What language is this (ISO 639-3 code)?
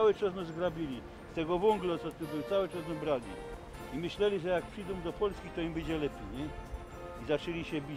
szl